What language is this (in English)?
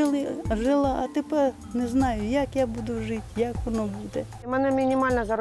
Ukrainian